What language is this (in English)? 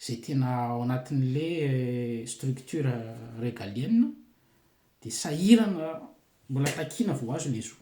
Malagasy